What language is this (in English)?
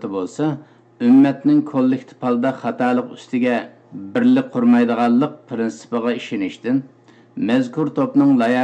Uyghur